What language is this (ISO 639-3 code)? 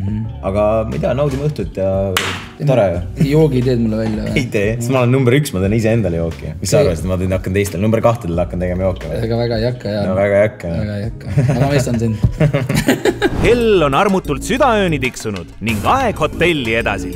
est